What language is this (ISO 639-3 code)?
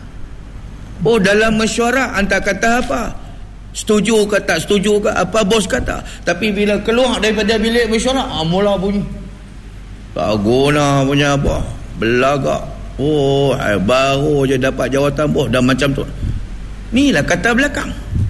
msa